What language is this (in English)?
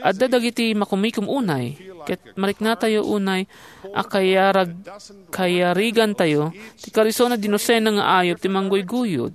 Iloko